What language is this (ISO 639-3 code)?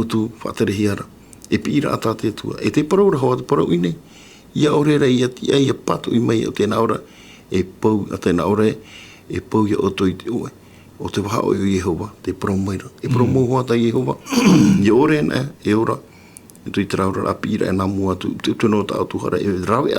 tah